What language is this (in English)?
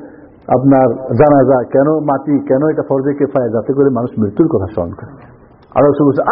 Bangla